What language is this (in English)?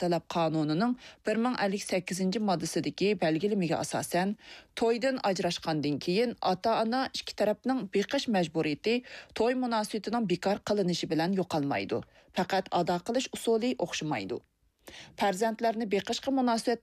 Uyghur